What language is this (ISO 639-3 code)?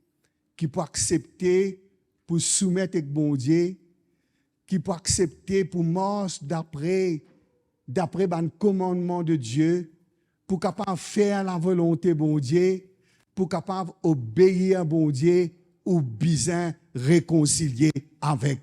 mfe